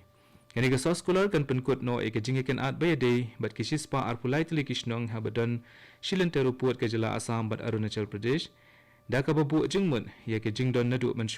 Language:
Khasi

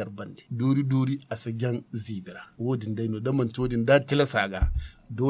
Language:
Zarma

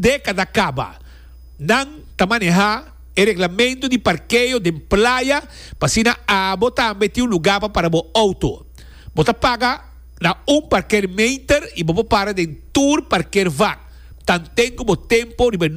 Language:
Papiamento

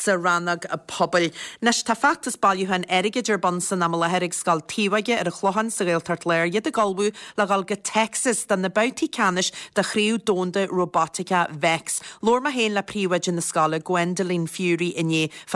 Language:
Irish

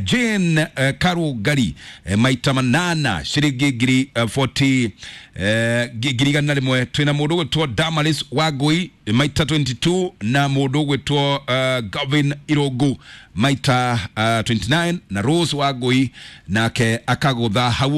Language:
Kikuyu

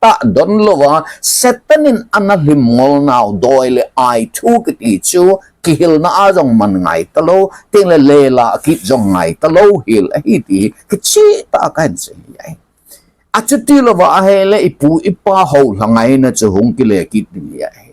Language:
Thado Chin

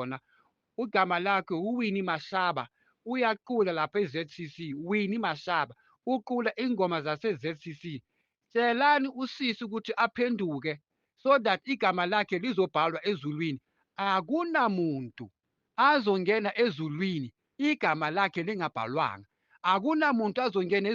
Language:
Zulu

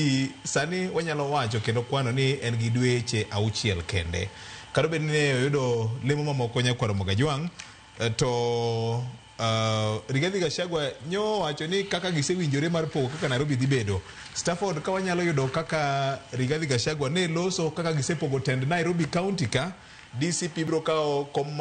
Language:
Luo (Kenya and Tanzania)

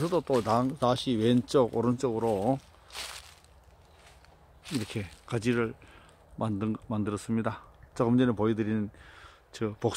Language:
Korean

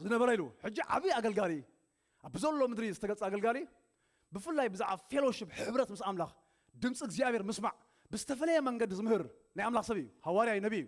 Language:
Tigrinya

